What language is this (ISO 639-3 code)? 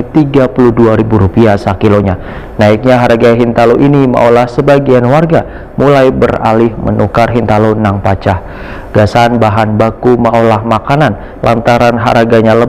bjn